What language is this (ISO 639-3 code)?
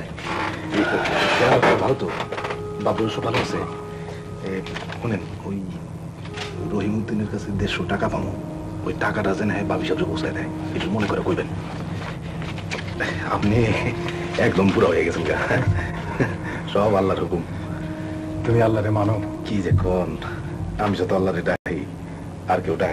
ben